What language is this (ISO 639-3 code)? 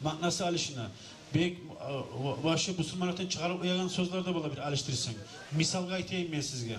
kum